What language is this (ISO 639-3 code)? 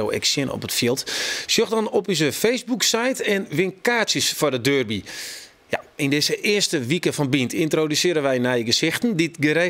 fry